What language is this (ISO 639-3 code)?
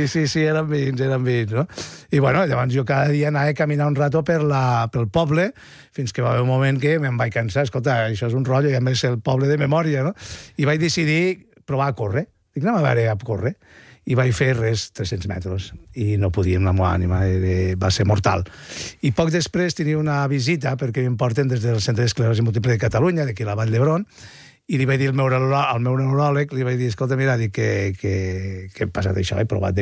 cat